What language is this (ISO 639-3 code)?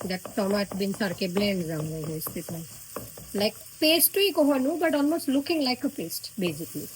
kok